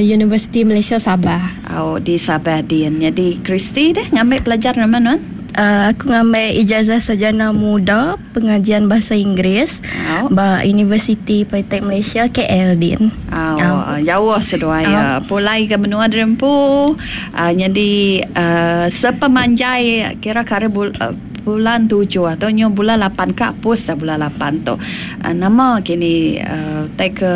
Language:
Iban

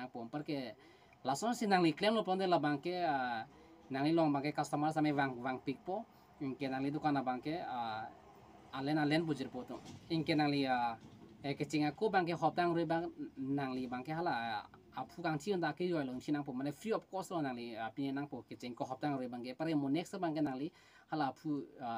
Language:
Karbi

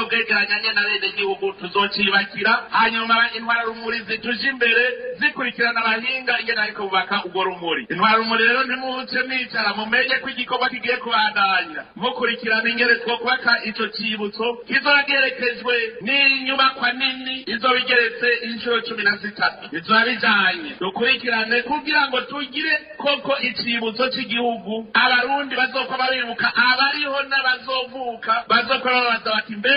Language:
Rundi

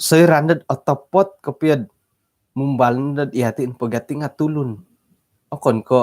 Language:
Central Dusun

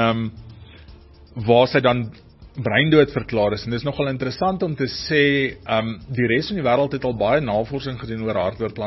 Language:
Afrikaans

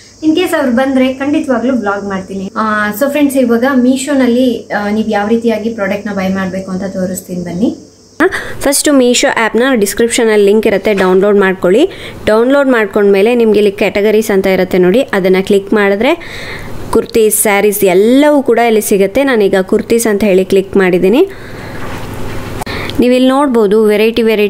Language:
Kannada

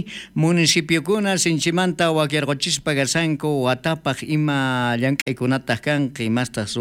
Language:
South Bolivian Quechua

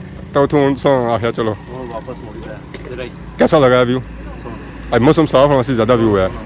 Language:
Pahari-Potwari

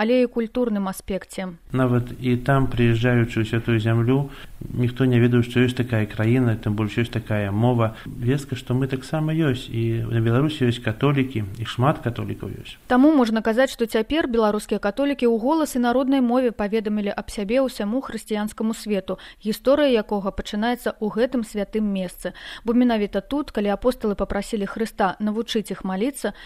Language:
Belarusian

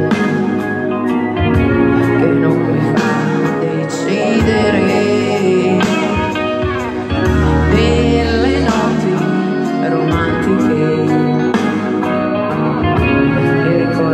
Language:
Italian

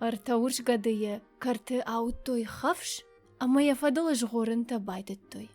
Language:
Ossetic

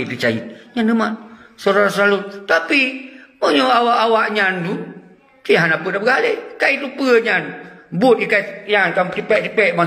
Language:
Achinese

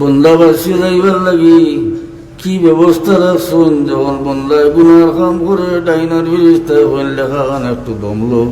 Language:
Sylheti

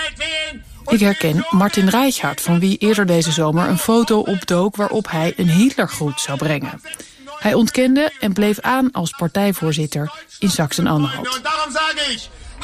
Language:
Dutch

